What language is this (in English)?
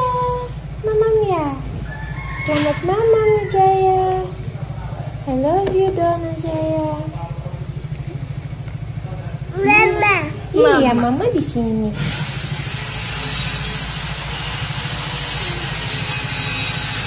Indonesian